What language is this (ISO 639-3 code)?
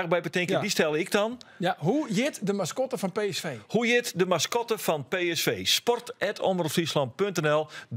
fry